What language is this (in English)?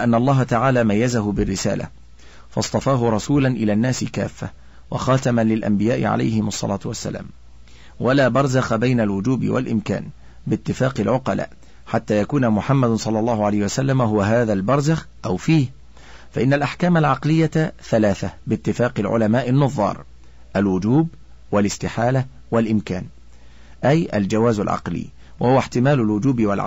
Arabic